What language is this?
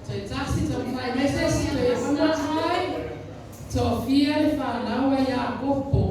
Samoan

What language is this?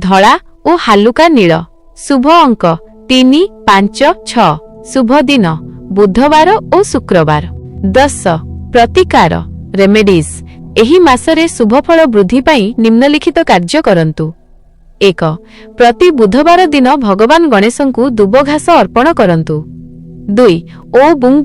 Odia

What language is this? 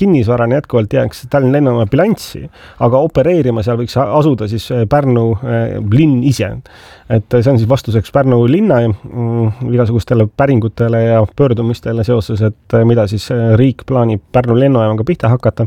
Estonian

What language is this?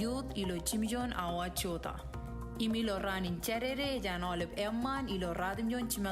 Marshallese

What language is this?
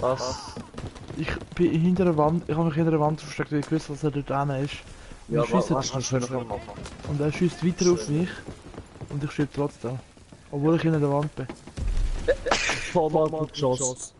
Swiss German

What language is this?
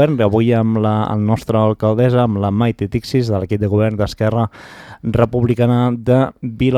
Catalan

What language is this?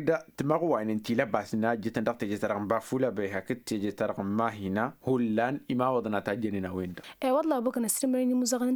Tamasheq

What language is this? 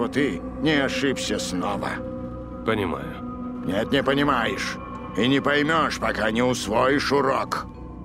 Russian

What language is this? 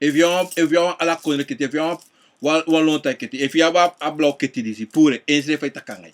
Sranan Tongo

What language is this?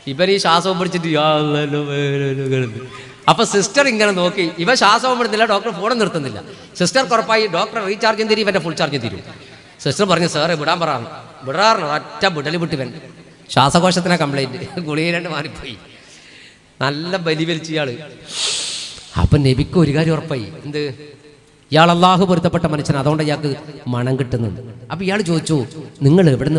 Malayalam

